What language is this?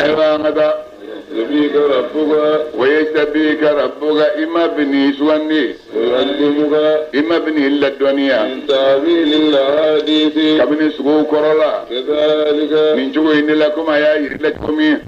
Bambara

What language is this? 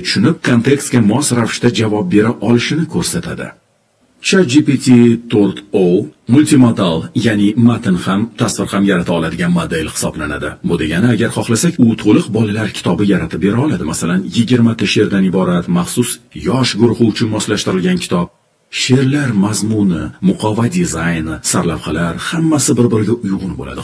Uzbek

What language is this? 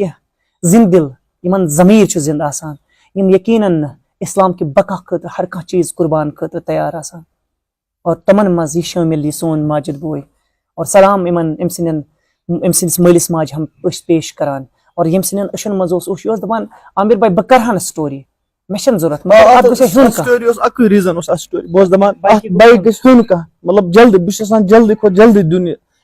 Kashmiri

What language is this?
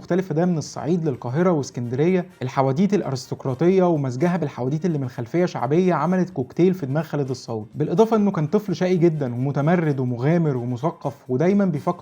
Egyptian Arabic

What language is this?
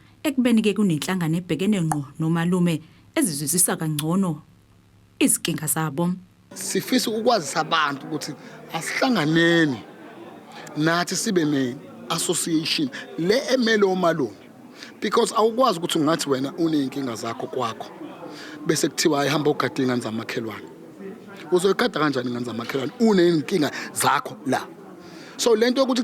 Zulu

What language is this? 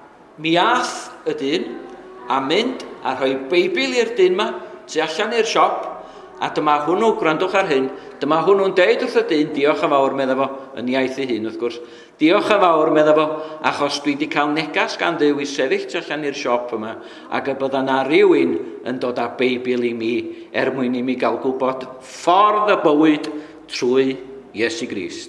Welsh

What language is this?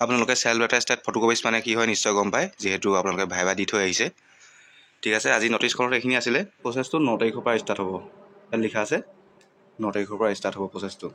Assamese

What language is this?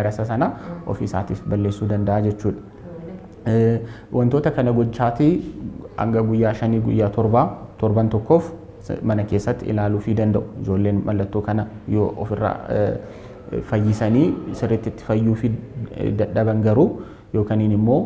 Oromo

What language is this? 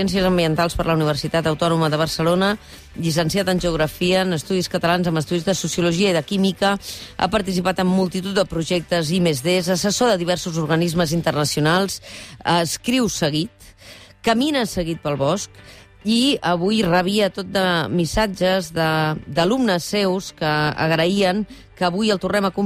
Catalan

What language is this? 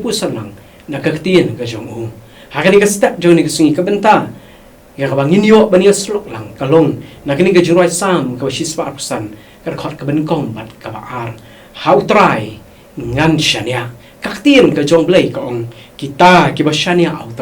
Khasi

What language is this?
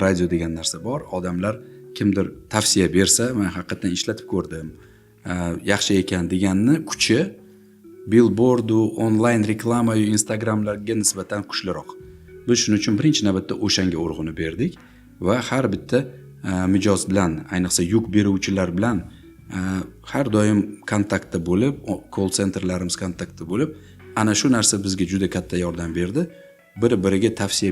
Uzbek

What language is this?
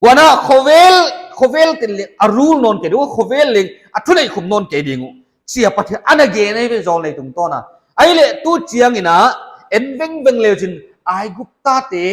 Paite Chin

